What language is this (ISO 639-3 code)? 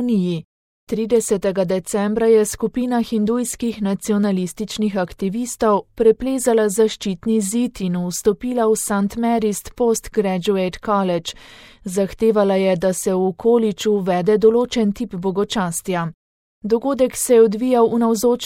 slv